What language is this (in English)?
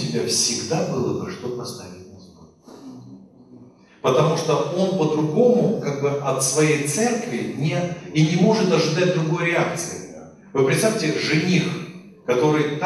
Russian